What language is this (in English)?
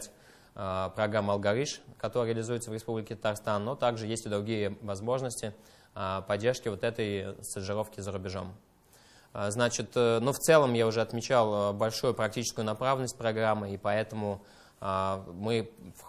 Russian